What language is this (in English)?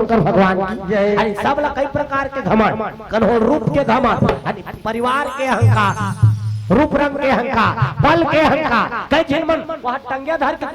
Chhattisgarhi